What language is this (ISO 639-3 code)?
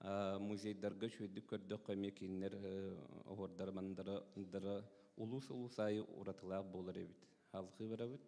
sah